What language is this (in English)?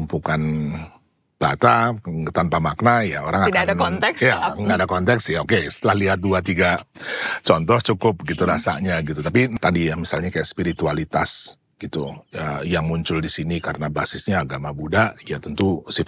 Indonesian